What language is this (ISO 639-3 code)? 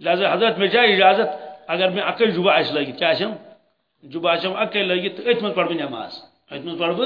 kas